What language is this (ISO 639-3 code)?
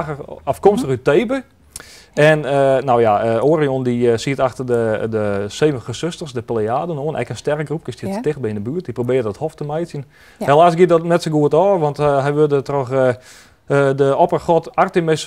fry